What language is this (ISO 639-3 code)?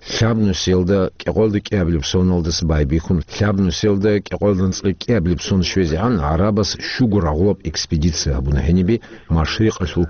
ava